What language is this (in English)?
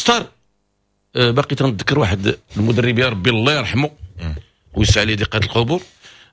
Moroccan Arabic